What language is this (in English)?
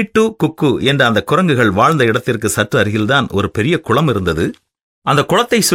Tamil